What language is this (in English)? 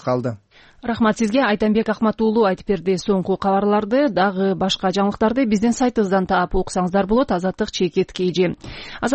Kyrgyz